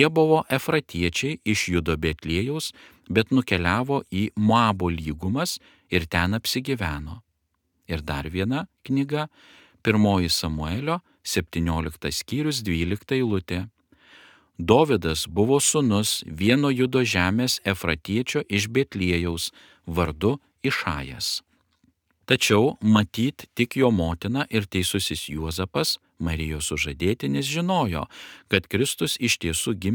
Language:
Lithuanian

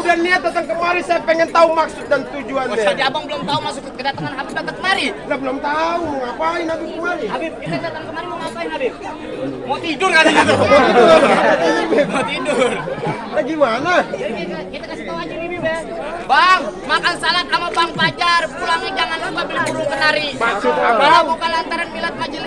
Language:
Betawi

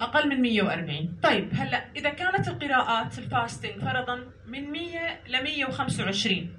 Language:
North Levantine Arabic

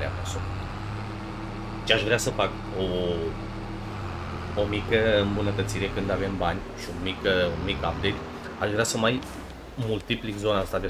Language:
Romanian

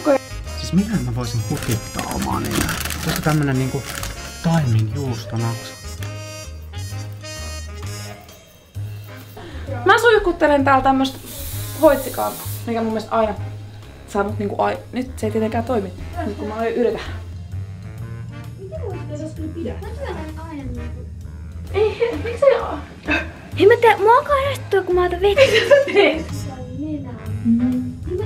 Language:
Finnish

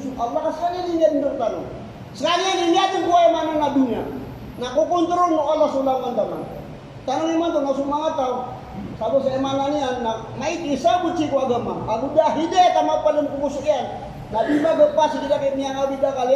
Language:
Maranao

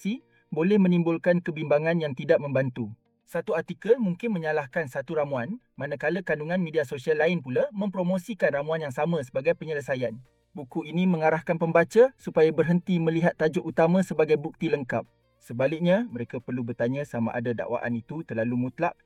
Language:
Malay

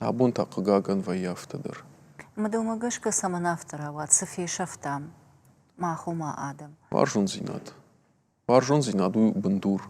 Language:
Ossetic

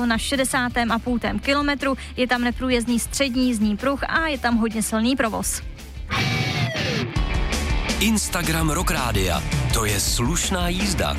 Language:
Czech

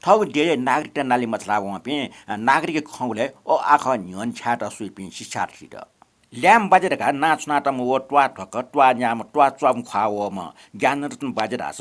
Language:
Newari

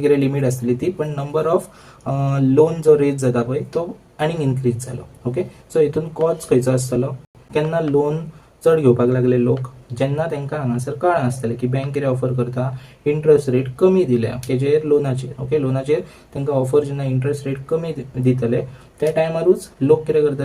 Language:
Konkani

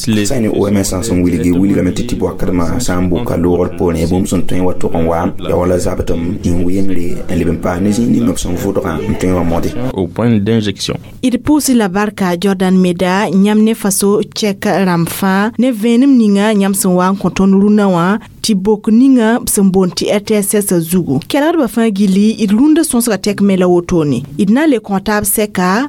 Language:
Mossi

